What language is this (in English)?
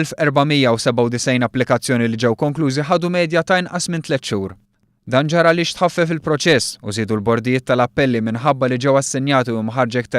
Maltese